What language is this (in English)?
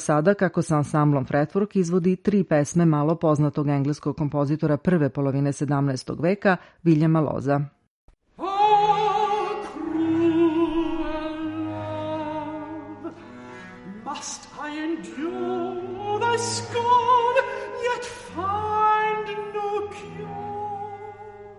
Serbian